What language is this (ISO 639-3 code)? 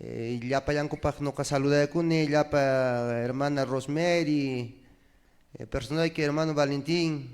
que